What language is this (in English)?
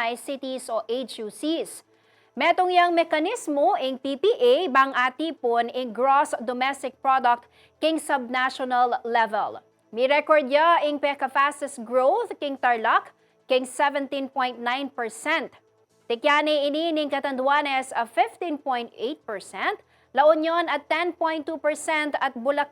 Pampanga